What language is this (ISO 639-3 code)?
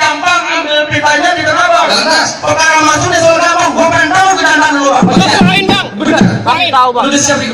bew